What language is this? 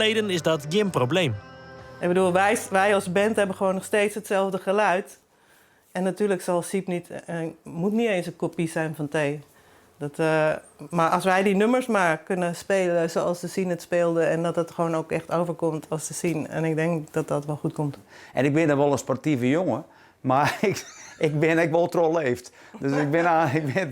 Western Frisian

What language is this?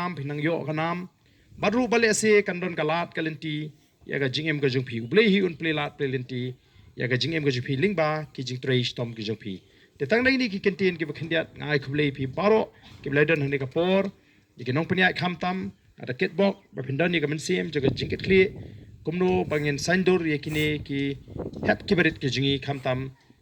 Khasi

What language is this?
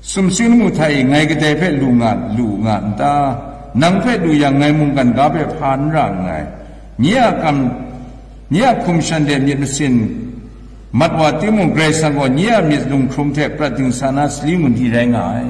Kachin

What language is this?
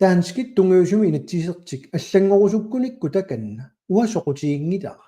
Kalaallisut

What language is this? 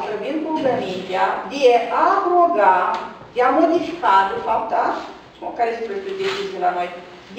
Romanian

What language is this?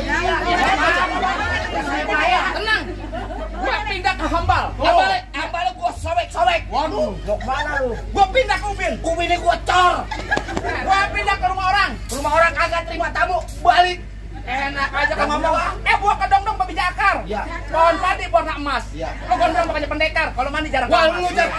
Betawi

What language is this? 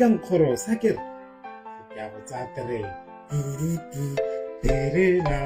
Tswana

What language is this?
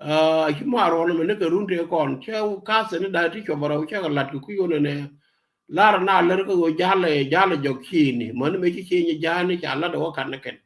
Nuer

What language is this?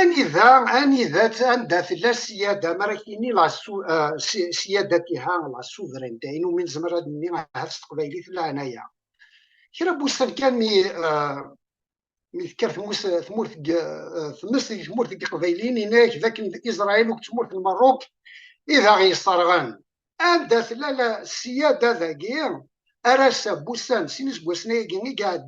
Kabyle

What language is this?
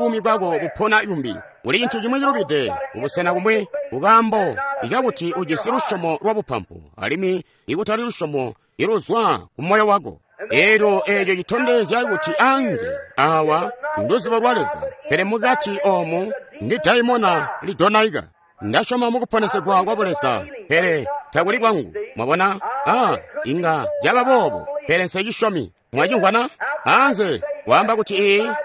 Tonga (Zambia)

